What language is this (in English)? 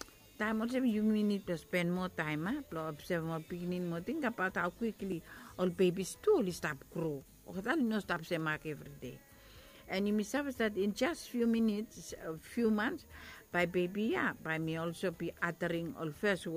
Bislama